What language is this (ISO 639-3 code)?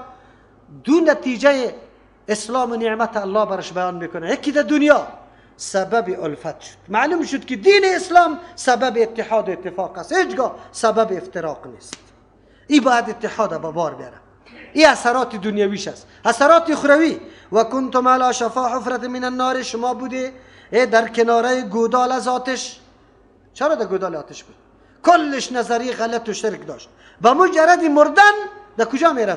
fas